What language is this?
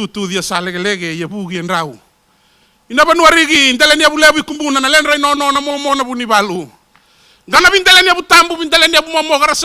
Fijian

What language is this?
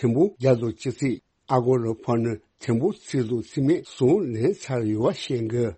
Tibetan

